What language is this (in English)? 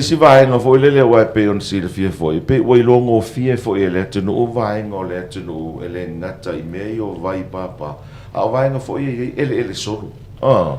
Samoan